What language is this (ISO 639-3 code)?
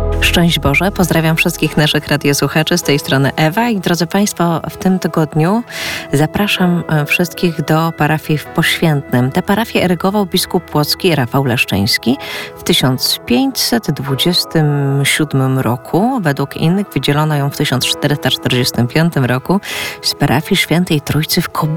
pol